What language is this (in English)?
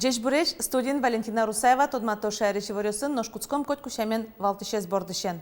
Udmurt